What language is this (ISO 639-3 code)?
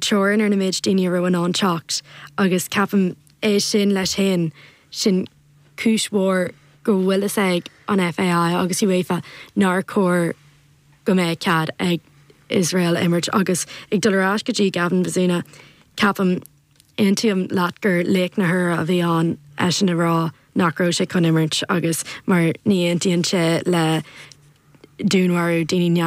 gle